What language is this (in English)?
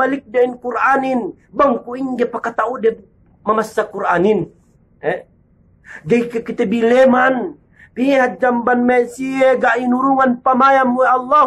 Yakan